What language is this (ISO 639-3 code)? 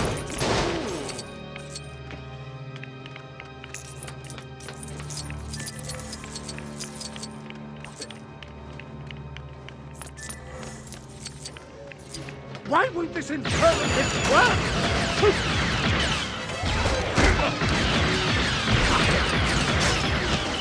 eng